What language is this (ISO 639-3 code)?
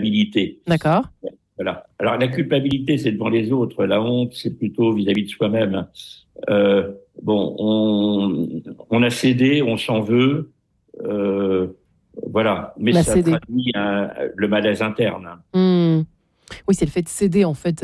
fra